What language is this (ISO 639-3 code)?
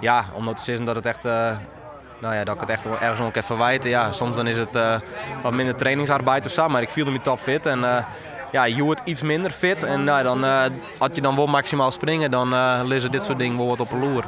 fry